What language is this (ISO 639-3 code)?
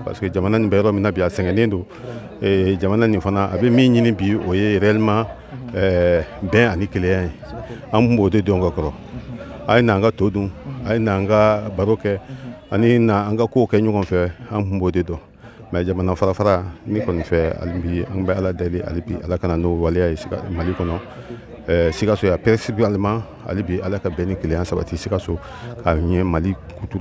bam